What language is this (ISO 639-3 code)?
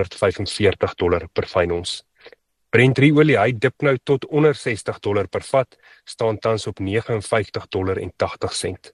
afr